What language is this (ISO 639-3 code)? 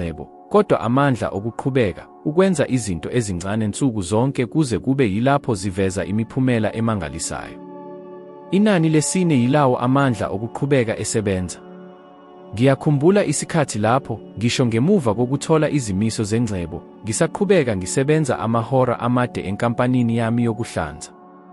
zul